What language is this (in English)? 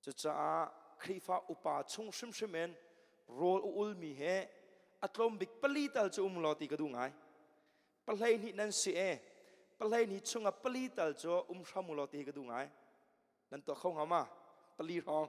Hakha Chin